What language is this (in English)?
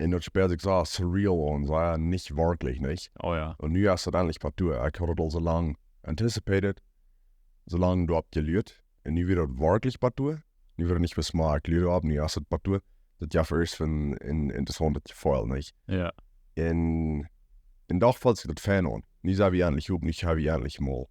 Plautdietsch